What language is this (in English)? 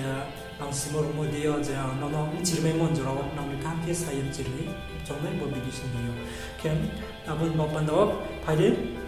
Riang (India)